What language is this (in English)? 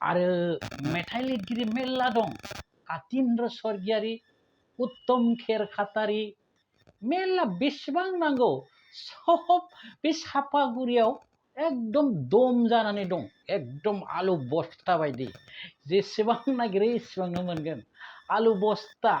Bodo